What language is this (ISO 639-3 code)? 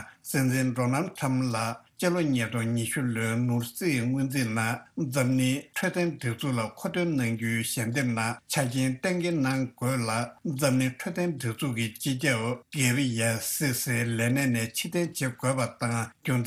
bod